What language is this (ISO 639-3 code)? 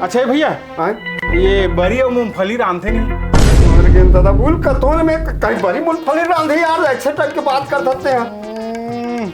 hne